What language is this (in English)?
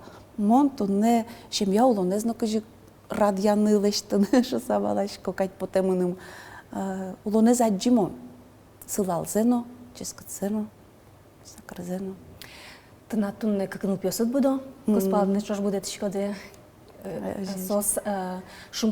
Udmurt